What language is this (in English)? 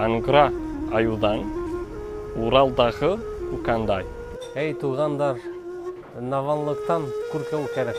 Bashkir